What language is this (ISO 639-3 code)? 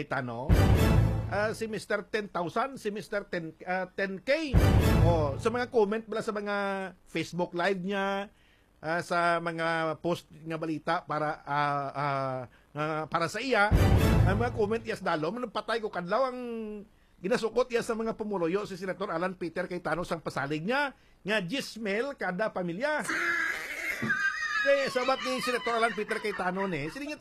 hil